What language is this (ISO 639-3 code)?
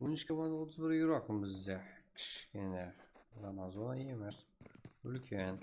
kaa